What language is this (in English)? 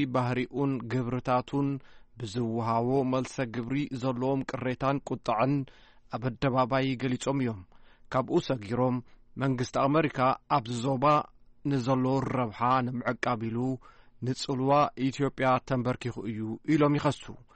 Tigrinya